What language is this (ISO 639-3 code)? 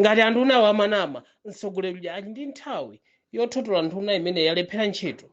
nya